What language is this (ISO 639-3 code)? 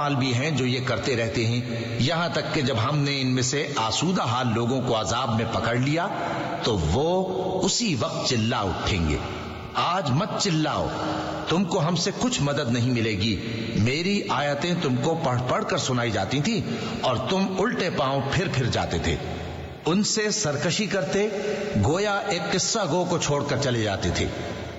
urd